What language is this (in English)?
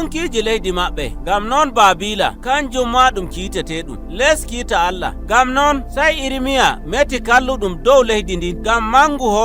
Nigerian Fulfulde